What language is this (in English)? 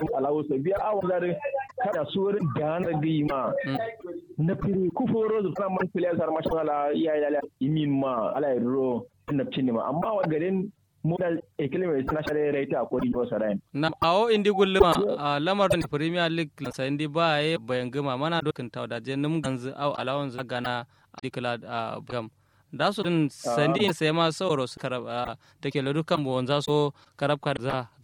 Kanuri